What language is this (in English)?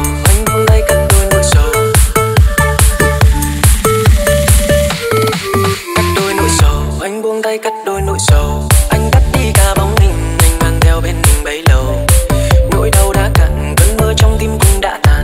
Vietnamese